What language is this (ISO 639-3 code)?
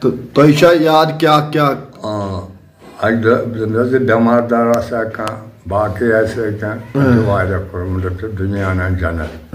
kas